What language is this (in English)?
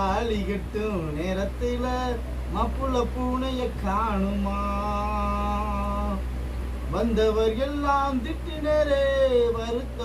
Tamil